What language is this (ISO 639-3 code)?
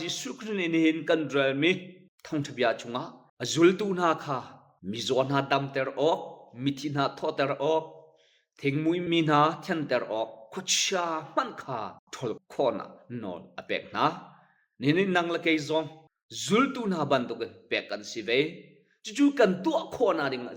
cnh